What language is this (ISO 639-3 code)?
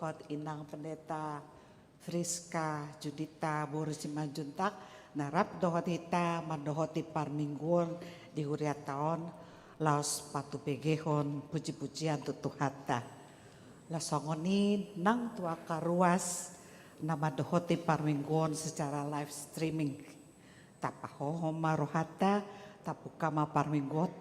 bbc